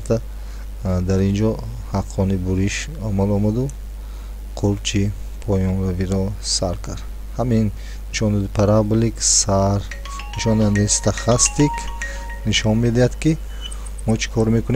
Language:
Tajik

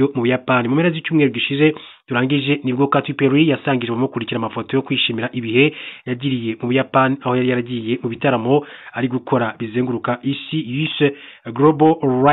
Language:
Kinyarwanda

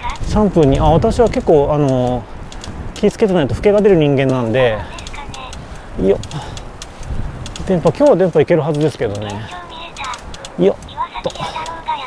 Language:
Japanese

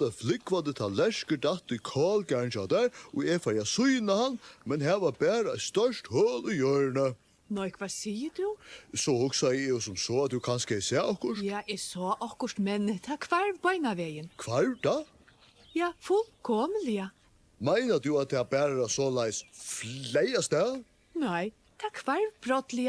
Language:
Faroese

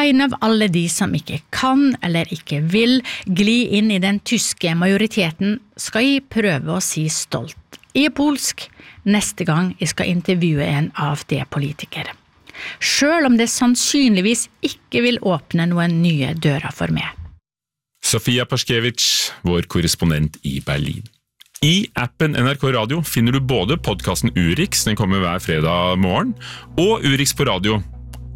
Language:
Norwegian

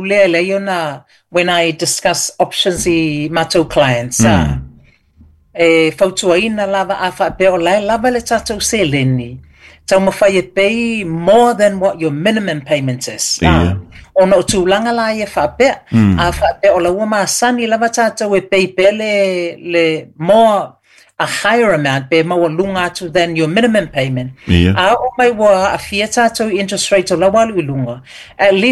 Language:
Samoan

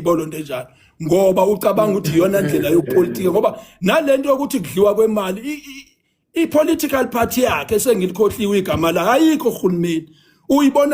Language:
Zulu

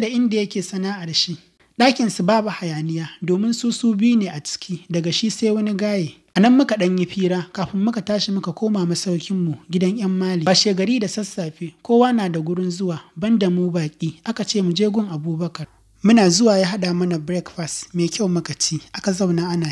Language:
Hausa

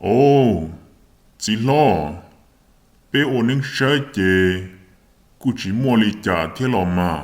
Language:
Hmong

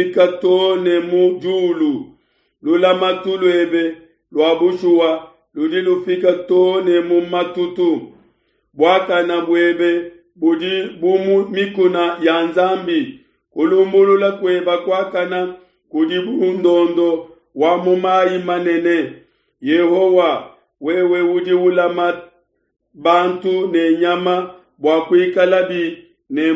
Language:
Luba-Lulua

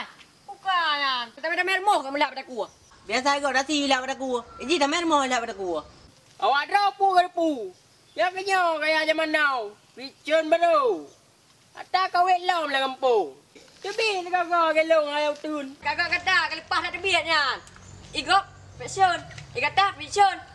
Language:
Achinese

